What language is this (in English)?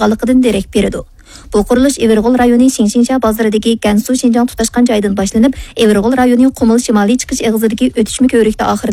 Uyghur